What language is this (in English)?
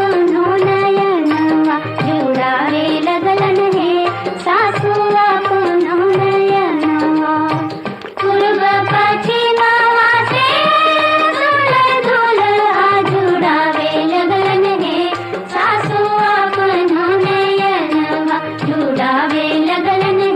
Magahi